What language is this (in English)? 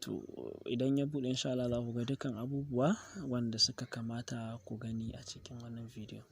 Hausa